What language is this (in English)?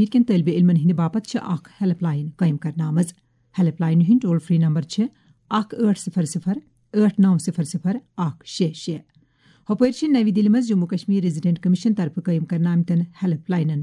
Kashmiri